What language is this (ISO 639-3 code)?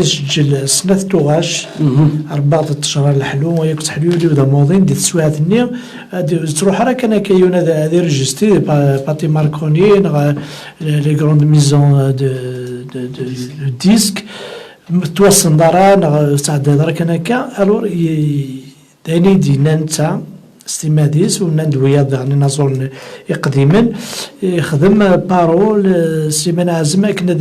kab